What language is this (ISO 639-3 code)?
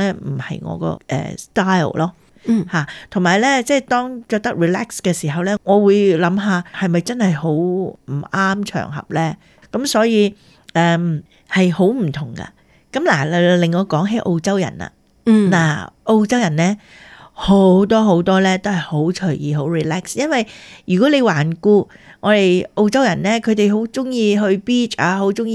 yue